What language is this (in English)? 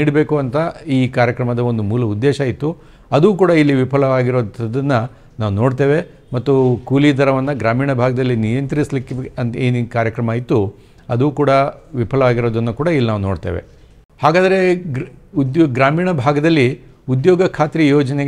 Kannada